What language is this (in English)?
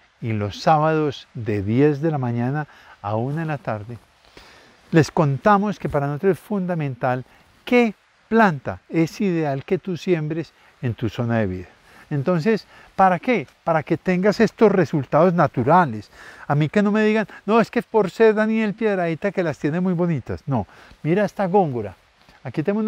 Spanish